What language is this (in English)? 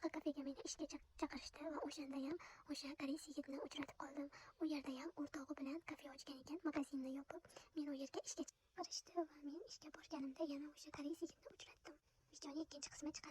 Uzbek